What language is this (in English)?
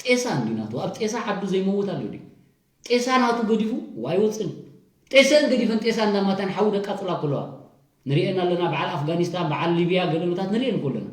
Tigrinya